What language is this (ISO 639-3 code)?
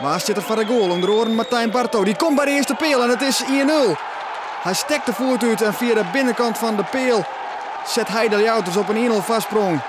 fry